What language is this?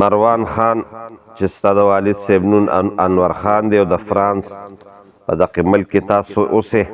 Pashto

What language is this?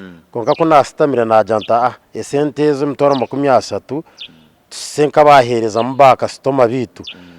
Nyankole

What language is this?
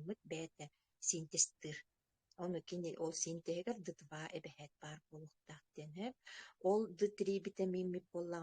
Yakut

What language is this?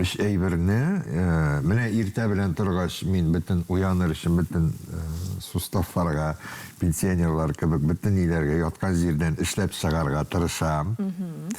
Tatar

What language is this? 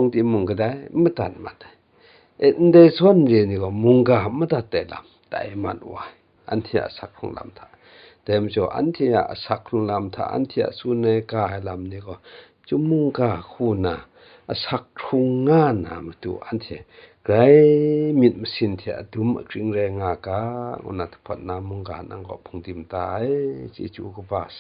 Kachin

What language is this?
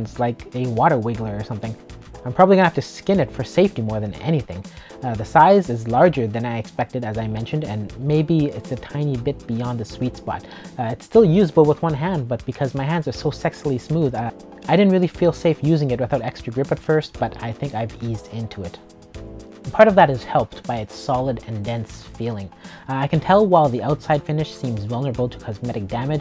English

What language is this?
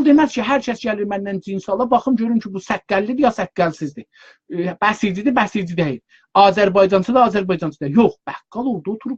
South Azerbaijani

